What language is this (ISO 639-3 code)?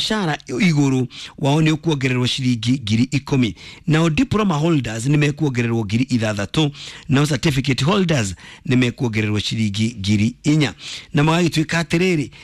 kik